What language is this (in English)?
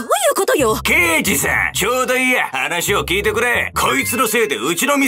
Japanese